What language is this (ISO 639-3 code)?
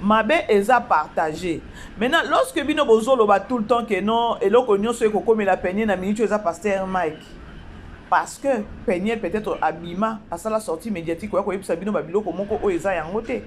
lin